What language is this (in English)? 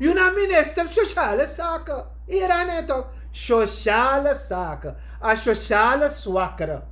Sranan Tongo